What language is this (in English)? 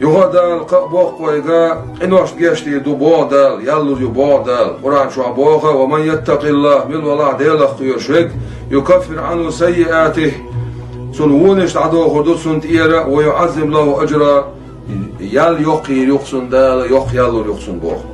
Chechen